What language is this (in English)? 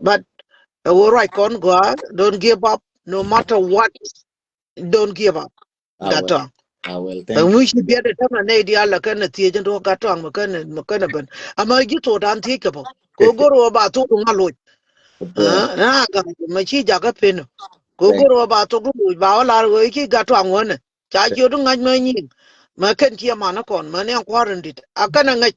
Nuer